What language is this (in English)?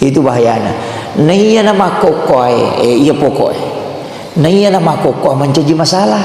Buginese